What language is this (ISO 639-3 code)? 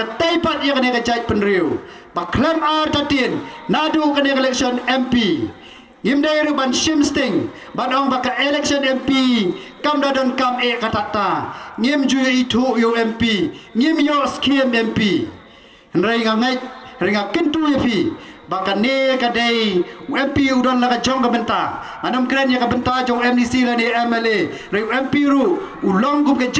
kha